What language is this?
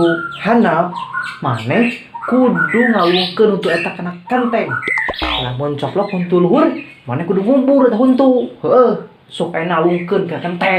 Sundanese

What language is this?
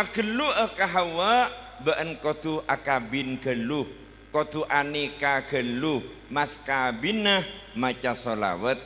Madurese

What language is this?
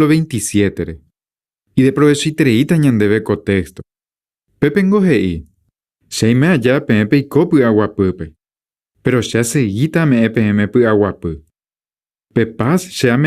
Guarani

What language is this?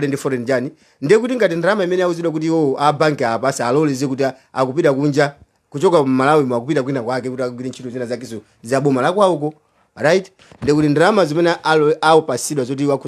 Nyanja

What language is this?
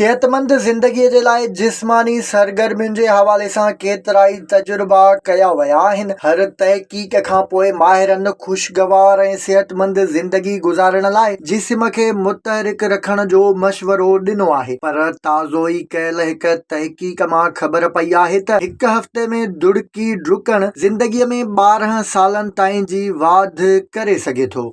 Sindhi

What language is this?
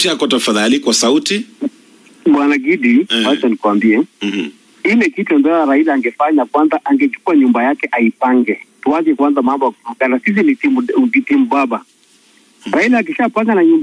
Swahili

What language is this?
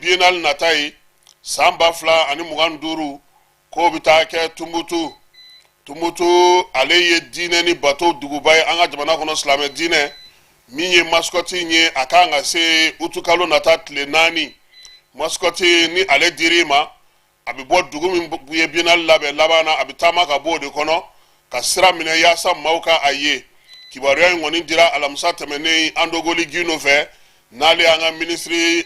Bambara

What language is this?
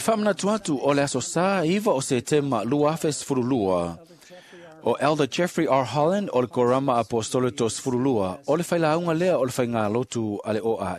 Samoan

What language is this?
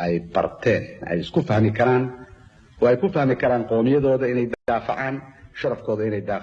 Somali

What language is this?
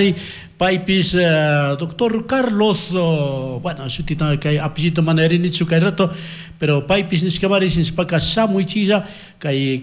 Chimborazo Highland Quichua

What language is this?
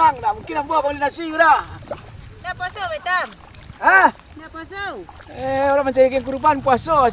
Minangkabau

